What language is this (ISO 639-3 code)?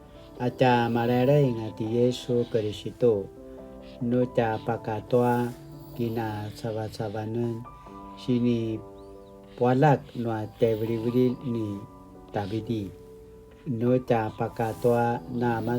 pwn